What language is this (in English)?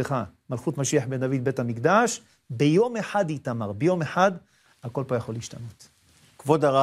Hebrew